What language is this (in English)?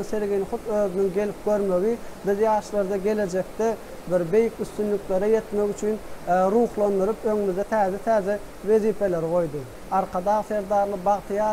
Turkmen